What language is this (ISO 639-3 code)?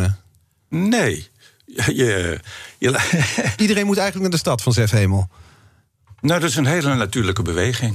nld